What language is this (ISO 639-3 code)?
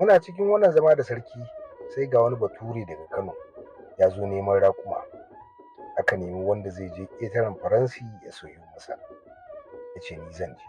hau